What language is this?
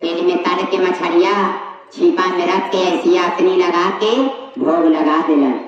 Magahi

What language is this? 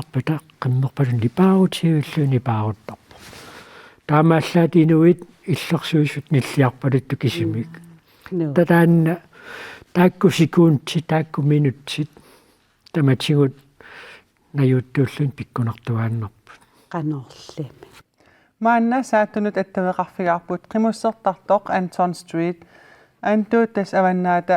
Kalaallisut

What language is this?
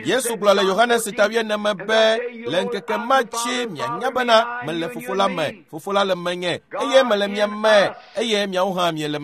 Ewe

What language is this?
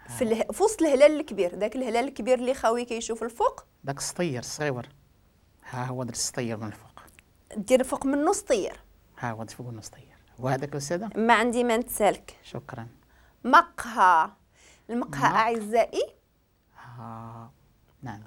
Moroccan Arabic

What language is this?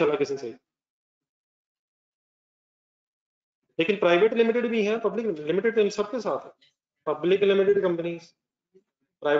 Hindi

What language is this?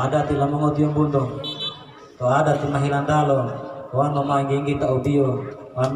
Gorontalo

